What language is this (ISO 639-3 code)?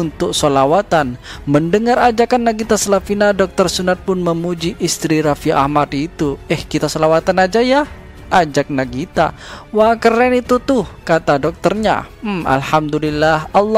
ind